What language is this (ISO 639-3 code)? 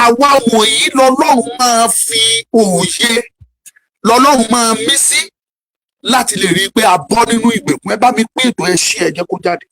yor